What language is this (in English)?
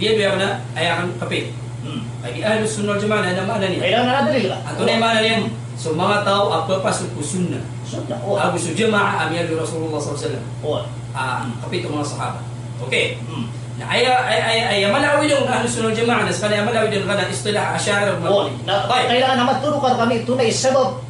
Maranao